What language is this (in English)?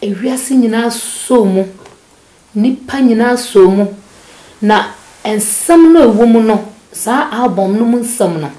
Akan